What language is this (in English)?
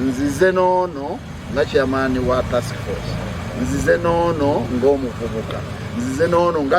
Ganda